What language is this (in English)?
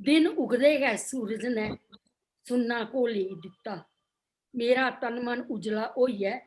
Dogri